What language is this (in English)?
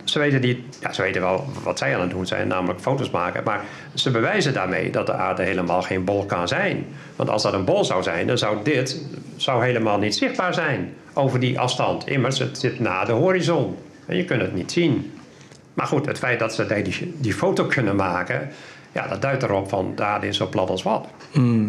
Dutch